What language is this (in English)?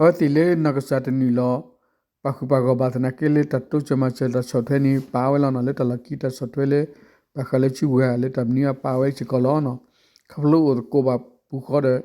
S'gaw Karen